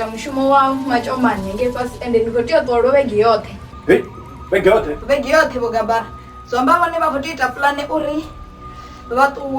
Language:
Venda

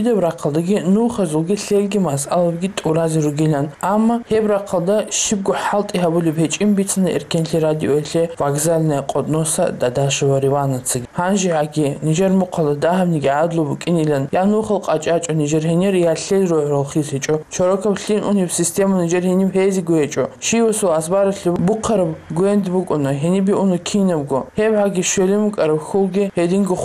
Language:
Avaric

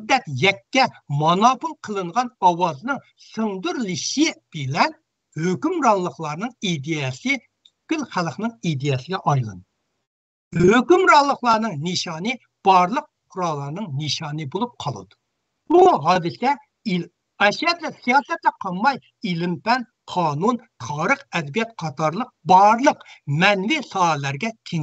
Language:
Uyghur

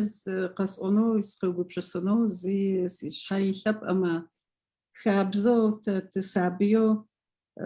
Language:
Adyghe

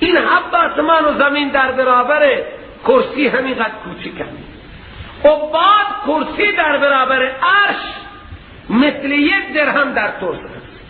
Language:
Persian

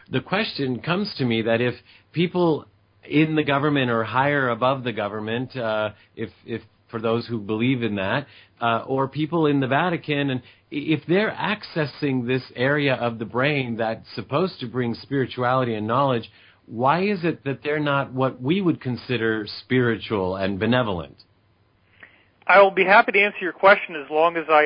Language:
English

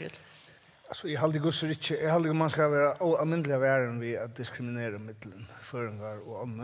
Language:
Faroese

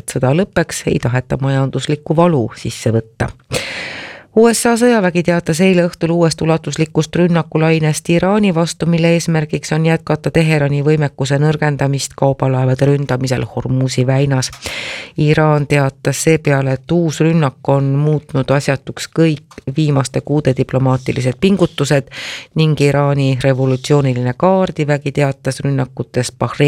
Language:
Estonian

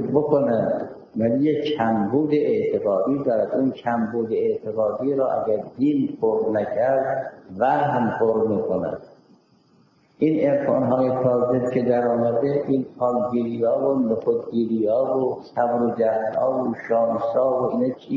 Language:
Persian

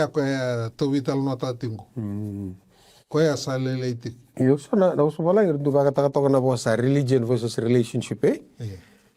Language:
Fijian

